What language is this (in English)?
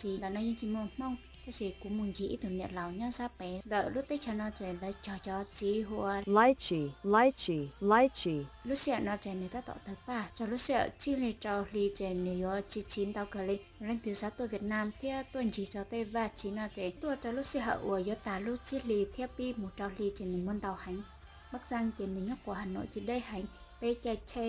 Hmong